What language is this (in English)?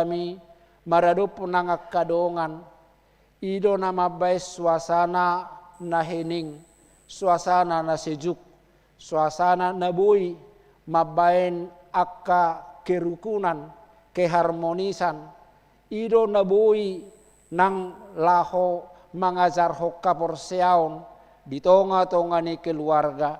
Batak Toba